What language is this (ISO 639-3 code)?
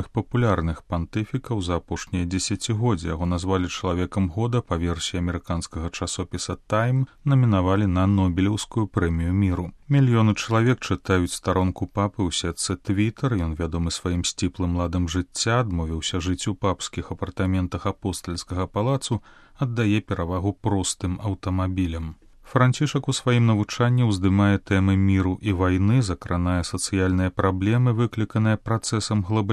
bel